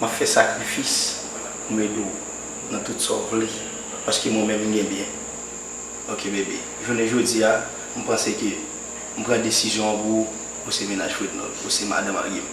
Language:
Haitian Creole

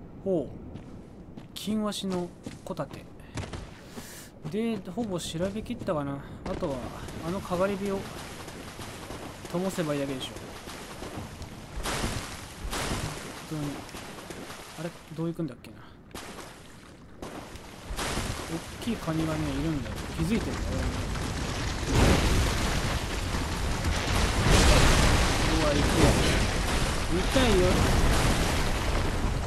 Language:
Japanese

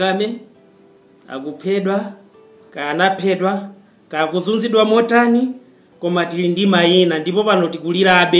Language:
Nyanja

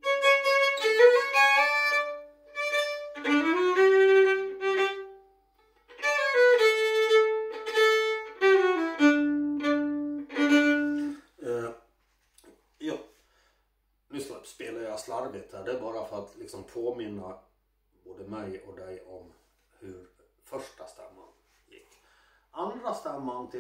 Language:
Swedish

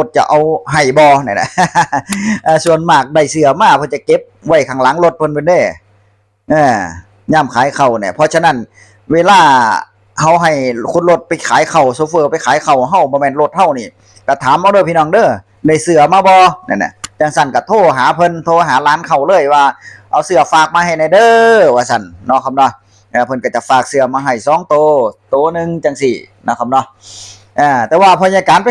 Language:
Northeastern Thai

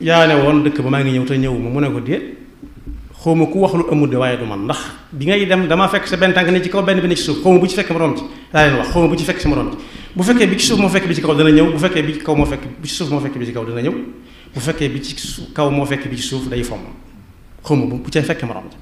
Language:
Wolof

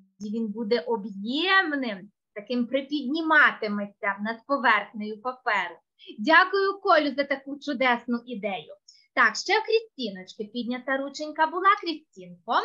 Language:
Ukrainian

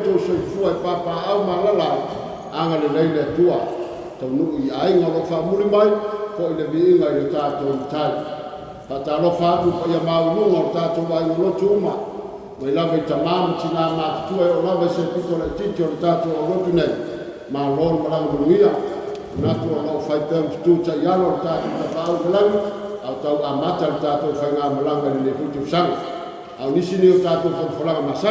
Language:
Samoan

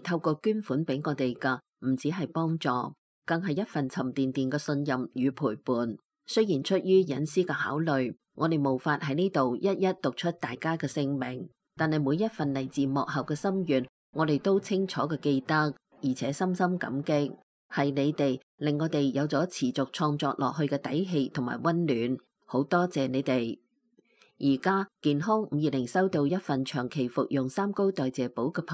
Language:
Cantonese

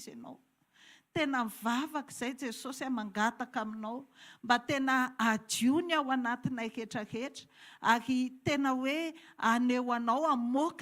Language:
Malagasy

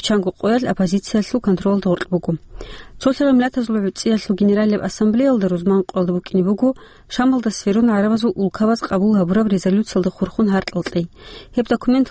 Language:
Avaric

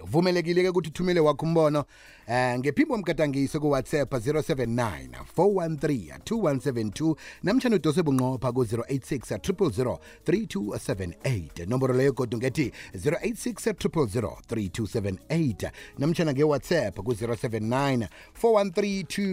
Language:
South Ndebele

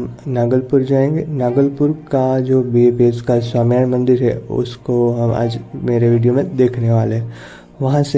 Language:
Hindi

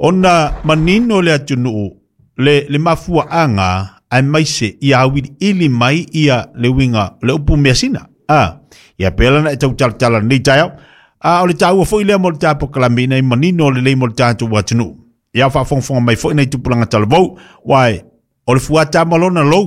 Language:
Samoan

